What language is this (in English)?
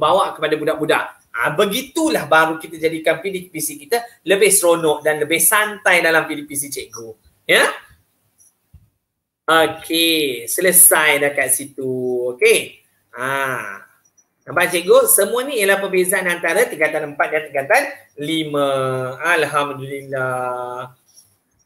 Malay